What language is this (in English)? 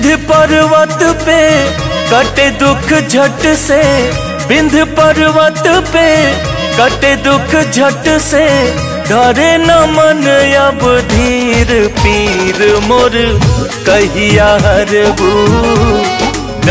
Bhojpuri